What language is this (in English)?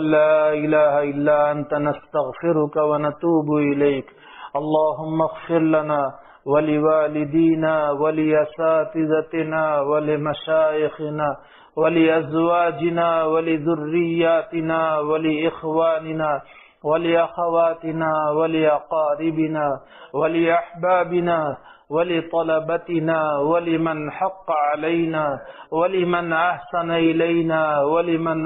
Urdu